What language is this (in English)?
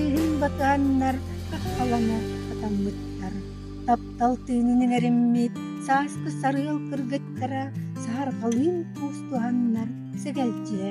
Yakut